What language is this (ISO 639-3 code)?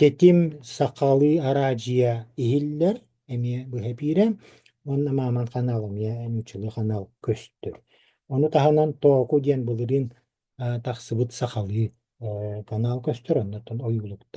sah